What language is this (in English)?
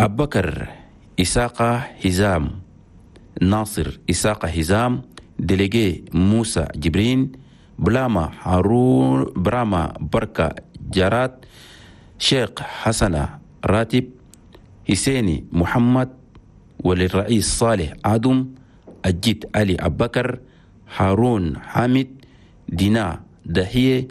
Chadian Arabic